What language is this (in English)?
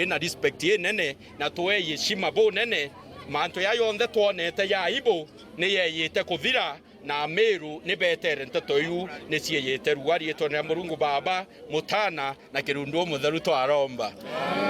Meru